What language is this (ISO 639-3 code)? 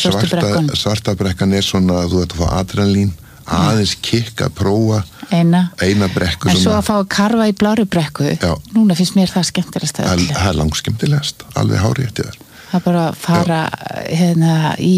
isl